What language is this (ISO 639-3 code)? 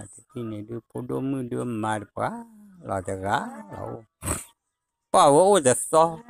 ksw